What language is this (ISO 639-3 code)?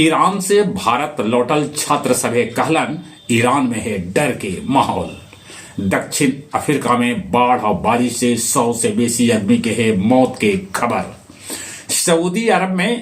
mag